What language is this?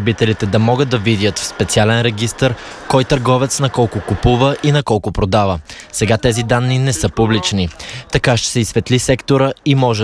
Bulgarian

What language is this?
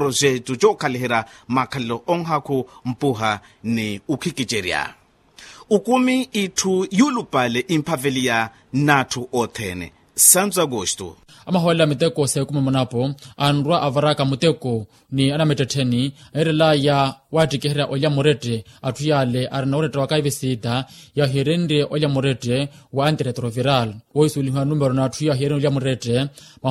Makhuwa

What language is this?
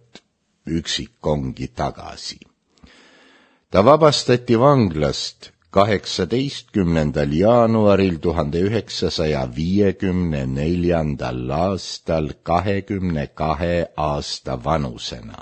Estonian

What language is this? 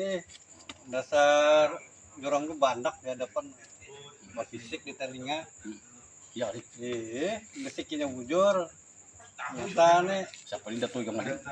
Banjar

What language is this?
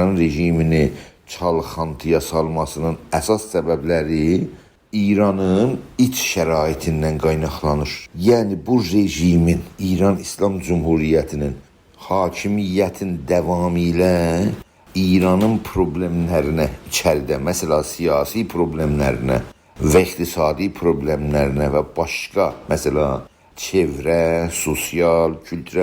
South Azerbaijani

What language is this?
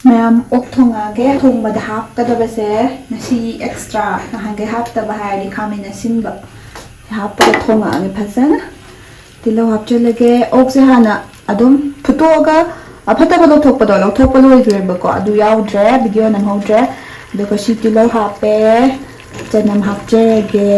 Manipuri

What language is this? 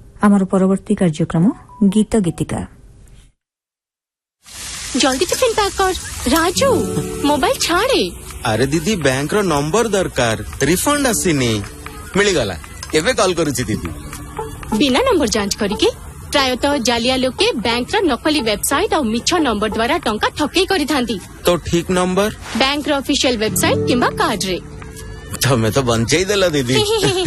Odia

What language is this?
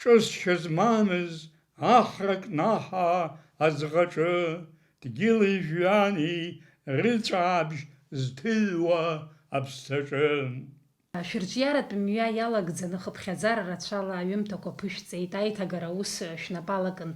Abkhazian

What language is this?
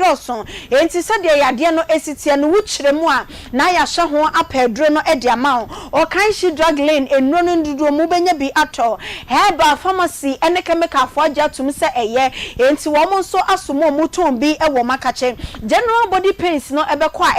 Akan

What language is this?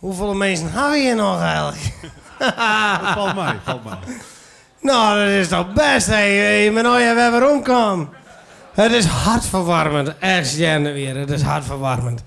Western Frisian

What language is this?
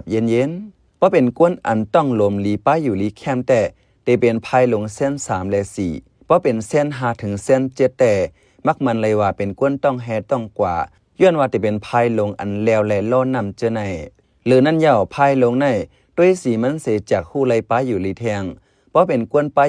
Shan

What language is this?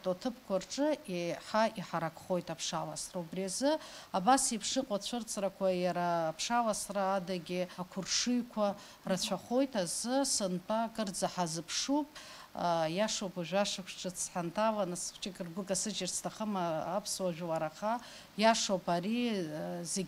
Abkhazian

